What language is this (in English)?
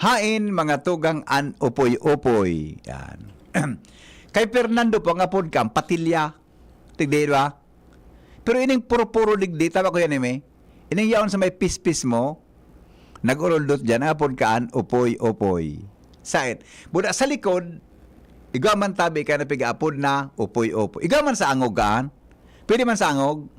Bikol